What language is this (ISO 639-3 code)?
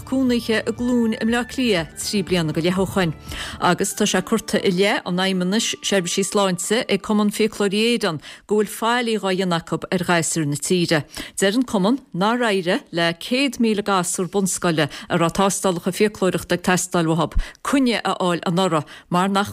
gle